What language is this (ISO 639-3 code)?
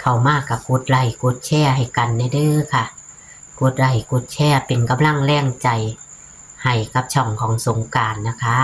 tts